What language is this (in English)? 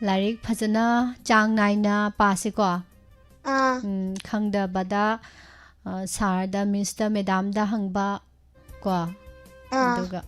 Manipuri